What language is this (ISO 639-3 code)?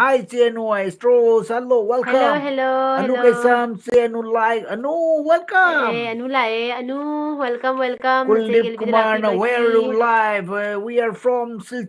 mni